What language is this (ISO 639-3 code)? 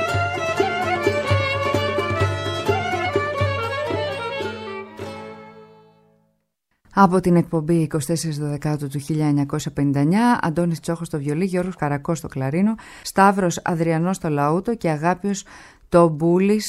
ell